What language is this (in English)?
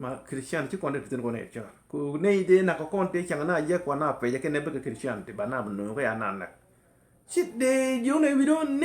Nuer